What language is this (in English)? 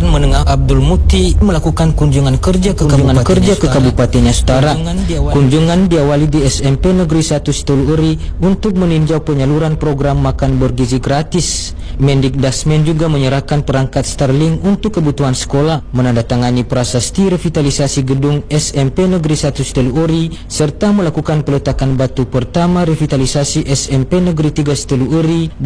Indonesian